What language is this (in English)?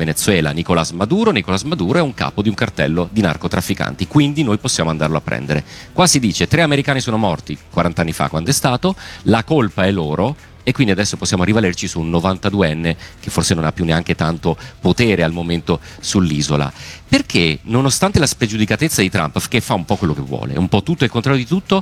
Italian